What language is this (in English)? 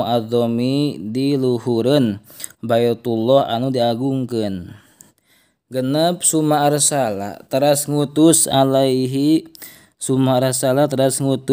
Sundanese